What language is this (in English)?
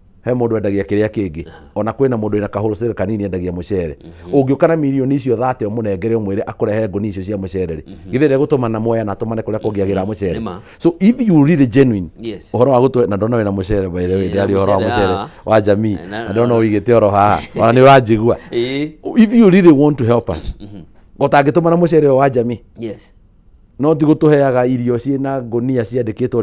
Kikuyu